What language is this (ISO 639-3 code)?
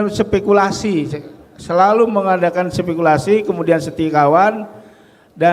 bjn